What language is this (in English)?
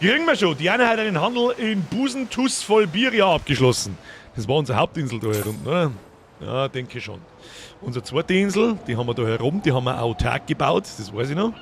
Bavarian